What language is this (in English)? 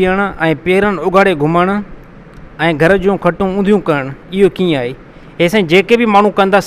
Sindhi